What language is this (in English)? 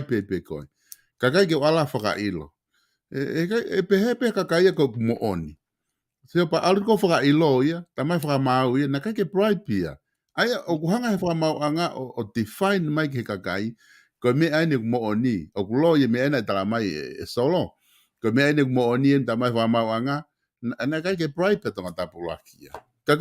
Tongan